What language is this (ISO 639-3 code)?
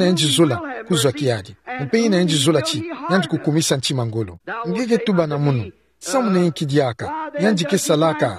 ktu